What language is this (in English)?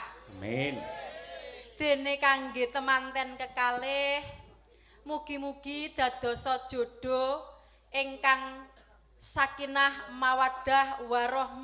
Javanese